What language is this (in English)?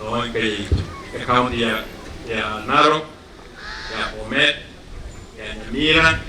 Gusii